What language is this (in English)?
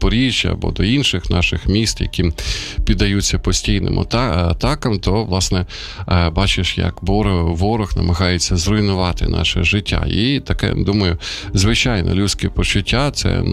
Ukrainian